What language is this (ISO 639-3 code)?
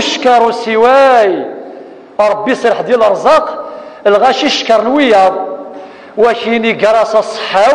kab